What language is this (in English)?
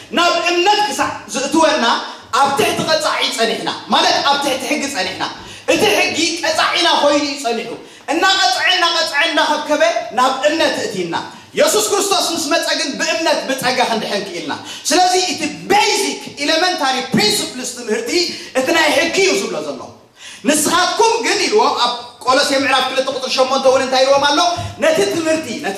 Tigrinya